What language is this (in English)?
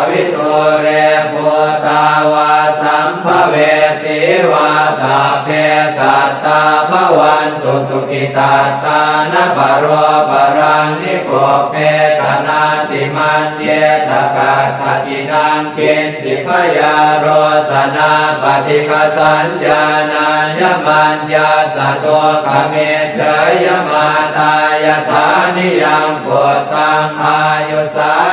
Pali